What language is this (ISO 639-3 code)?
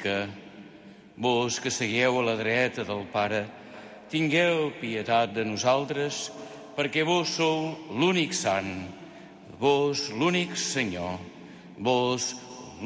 cat